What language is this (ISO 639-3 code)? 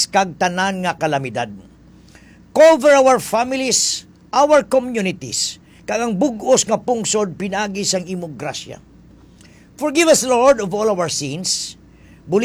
hil